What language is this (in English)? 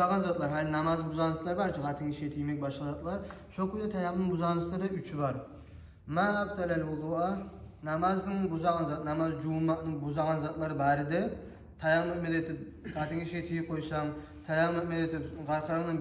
Kumyk